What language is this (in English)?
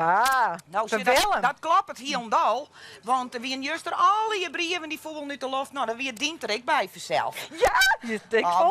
Western Frisian